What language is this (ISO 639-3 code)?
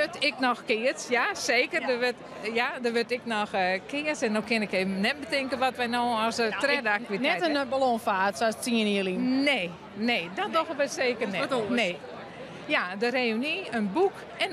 fry